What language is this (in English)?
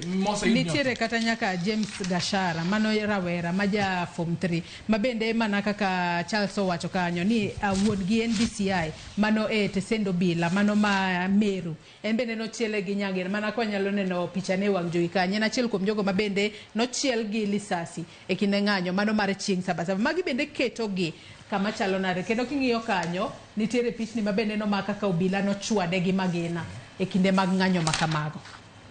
Luo (Kenya and Tanzania)